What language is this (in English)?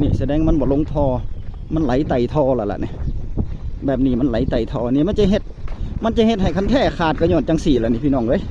Northeastern Thai